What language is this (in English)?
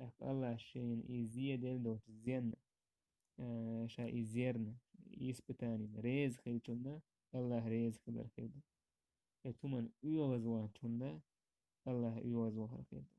Chechen